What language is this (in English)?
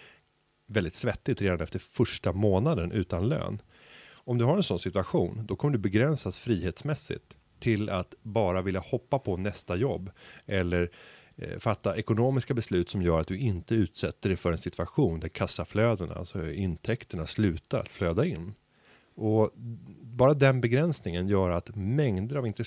Swedish